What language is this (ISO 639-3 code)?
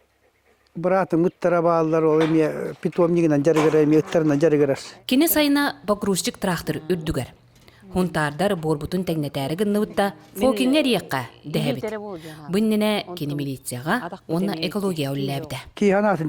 sah